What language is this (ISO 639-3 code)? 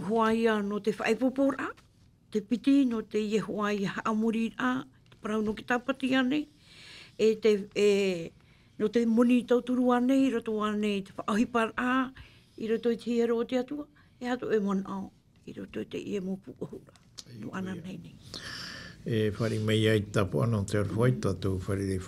tah